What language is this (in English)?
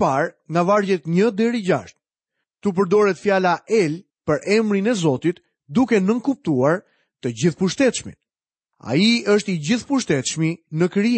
Albanian